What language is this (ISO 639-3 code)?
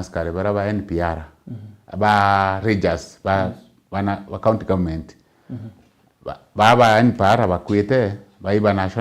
mer